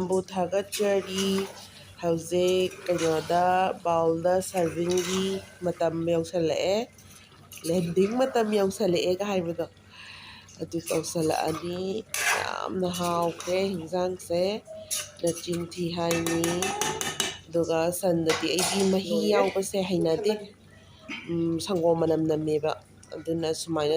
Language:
Manipuri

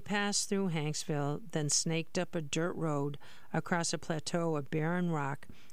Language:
English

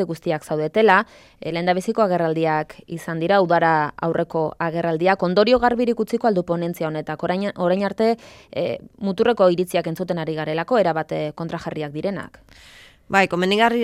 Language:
Basque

